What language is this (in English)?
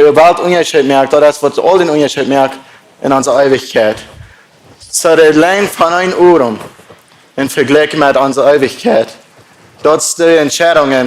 Plautdietsch